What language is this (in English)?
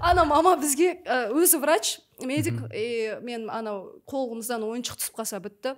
Kazakh